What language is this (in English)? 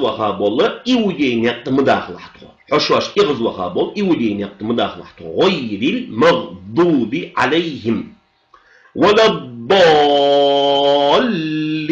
Ingush